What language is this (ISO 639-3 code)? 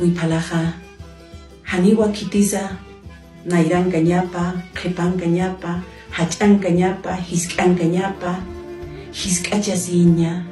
aym